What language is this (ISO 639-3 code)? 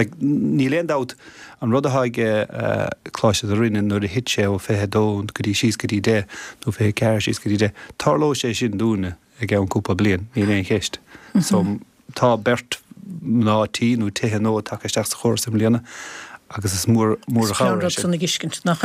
gle